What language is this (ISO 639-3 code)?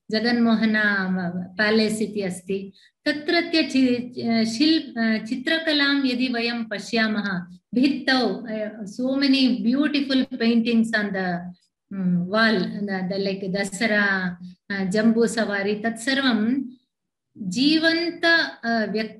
san